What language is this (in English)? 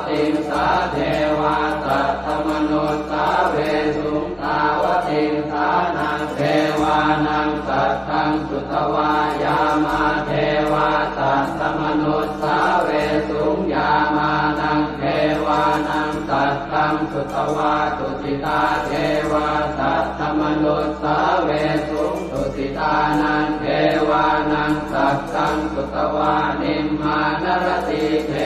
Pali